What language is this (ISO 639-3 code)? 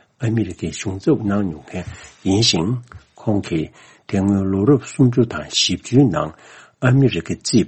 bod